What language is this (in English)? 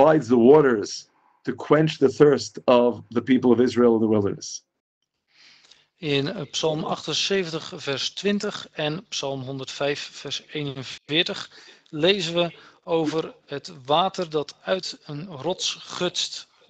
Dutch